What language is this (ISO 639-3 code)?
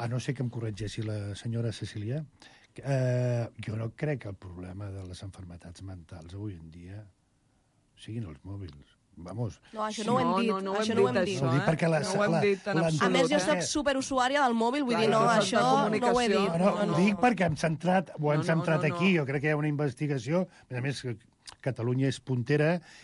cat